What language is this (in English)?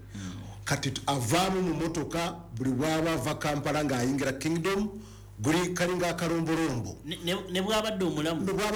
Ganda